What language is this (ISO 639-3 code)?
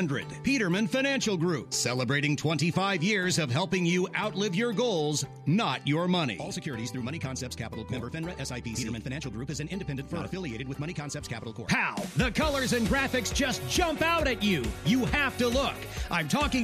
eng